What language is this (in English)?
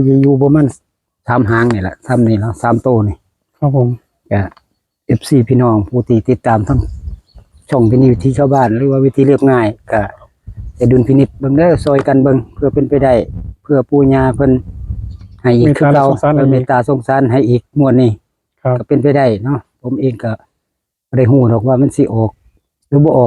Northeastern Thai